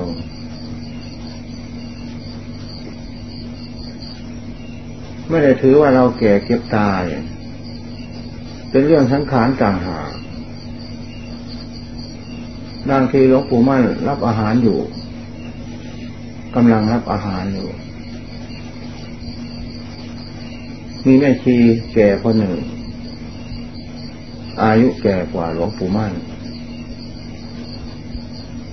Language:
Thai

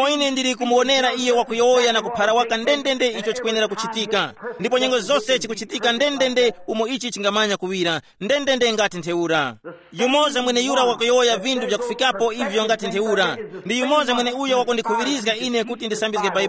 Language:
Tumbuka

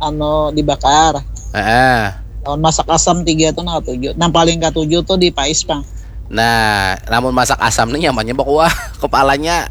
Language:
Banjar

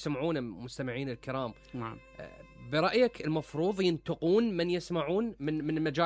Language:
Mesopotamian Arabic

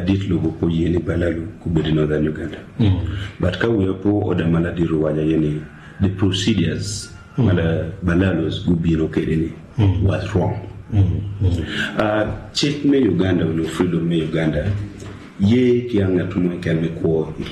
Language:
Acoli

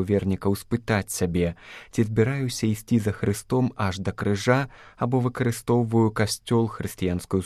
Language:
Belarusian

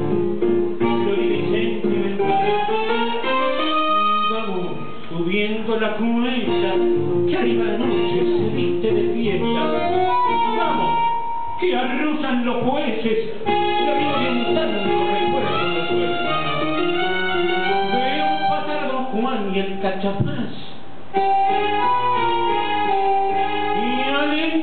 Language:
Spanish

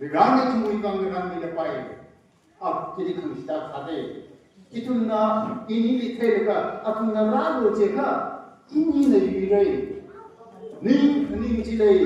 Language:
Tangkhul Naga (India)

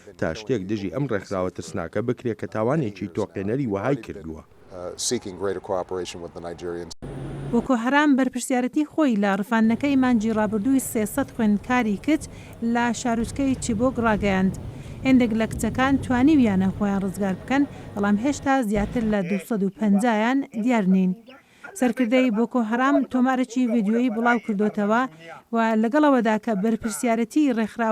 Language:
Central Kurdish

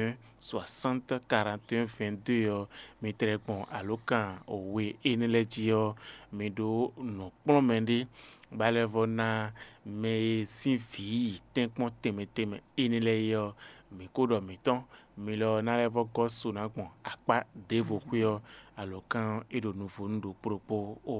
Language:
Fon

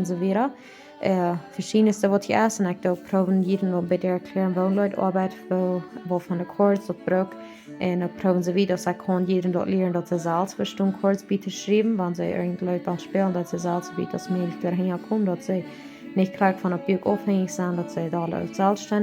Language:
Plautdietsch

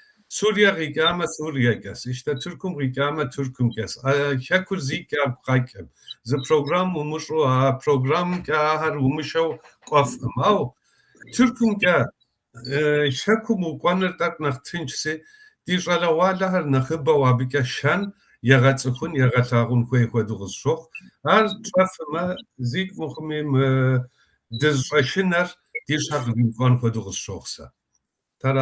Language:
Kabardian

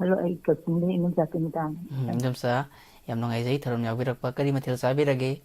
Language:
Manipuri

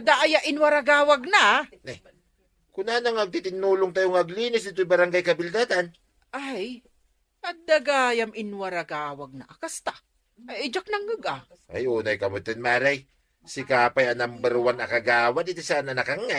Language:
Iloko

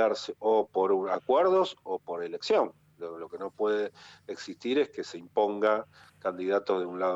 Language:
Spanish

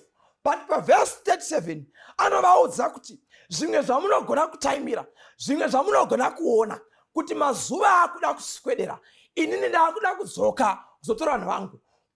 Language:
Shona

